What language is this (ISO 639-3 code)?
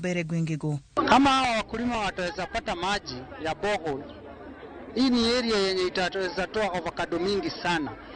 luo